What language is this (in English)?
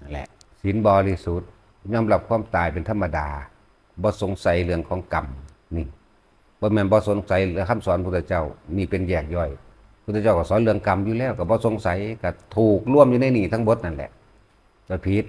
Northeastern Thai